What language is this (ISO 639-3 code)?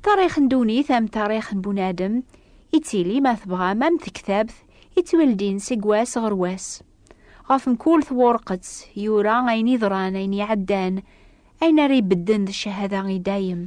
kab